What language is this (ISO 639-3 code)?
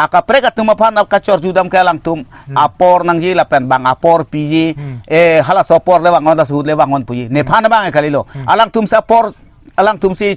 mjw